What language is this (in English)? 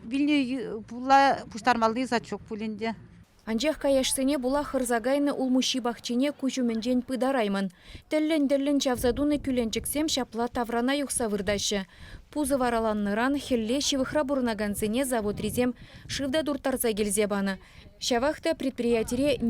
Chuvash